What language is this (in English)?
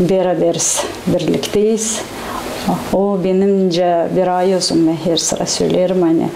Gagauz